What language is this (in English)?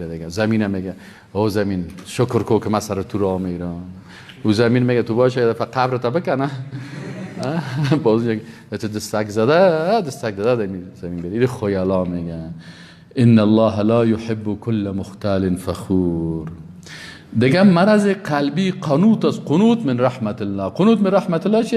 Persian